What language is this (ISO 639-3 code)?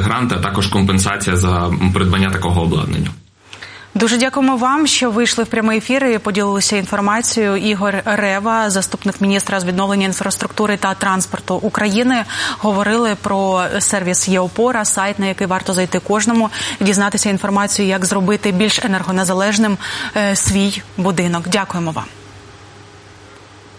ukr